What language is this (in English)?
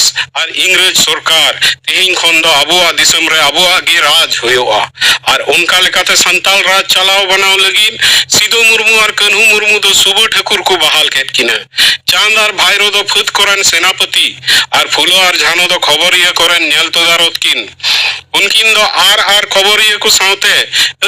Santali